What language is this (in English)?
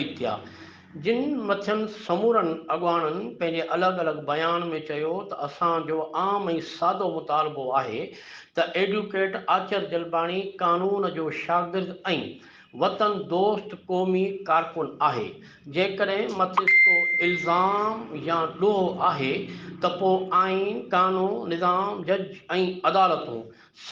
Sindhi